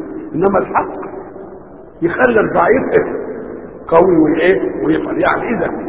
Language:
Egyptian Arabic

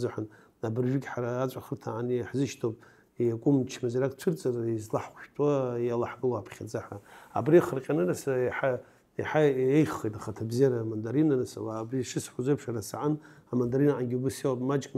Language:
Abkhazian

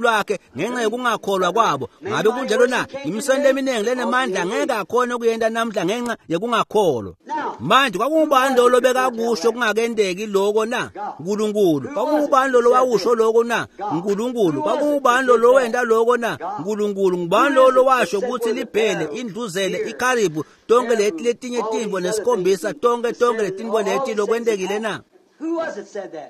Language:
Swati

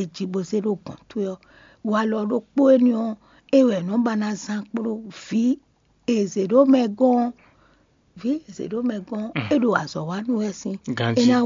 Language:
Fon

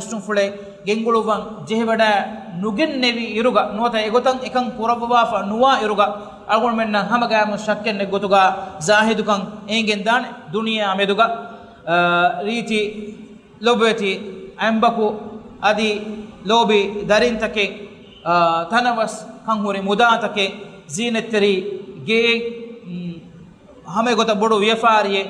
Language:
Divehi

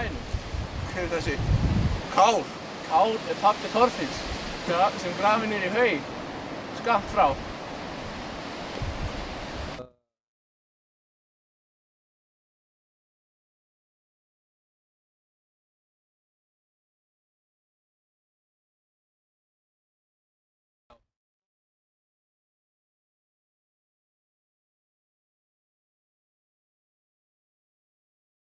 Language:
Icelandic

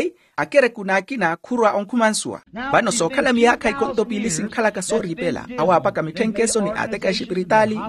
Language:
Makhuwa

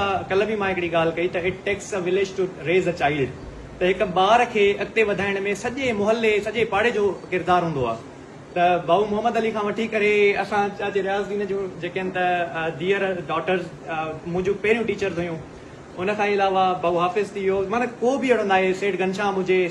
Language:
Sindhi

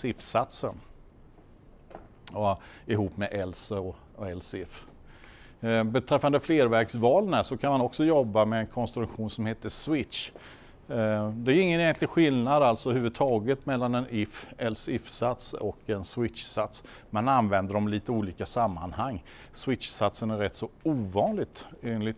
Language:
Swedish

